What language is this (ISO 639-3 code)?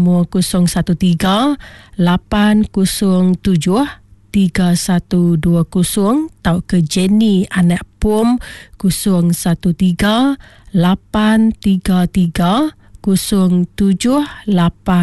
iba